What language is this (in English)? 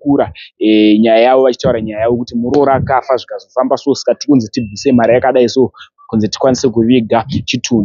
Shona